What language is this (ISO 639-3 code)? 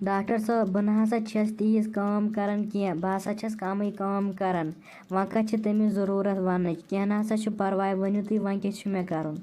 kas